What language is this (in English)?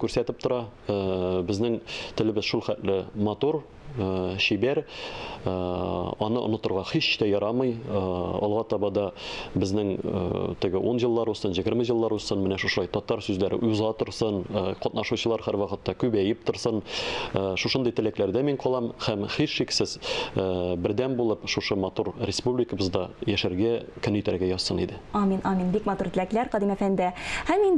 Tatar